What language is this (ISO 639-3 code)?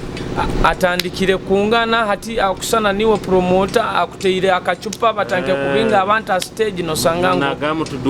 nyo